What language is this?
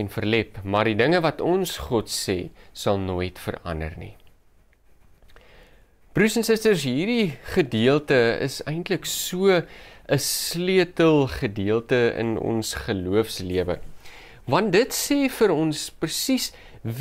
Afrikaans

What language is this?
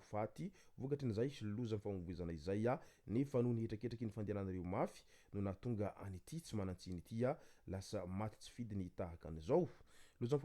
Malagasy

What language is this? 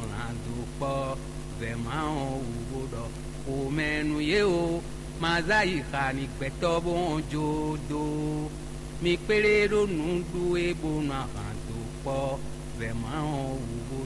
Fon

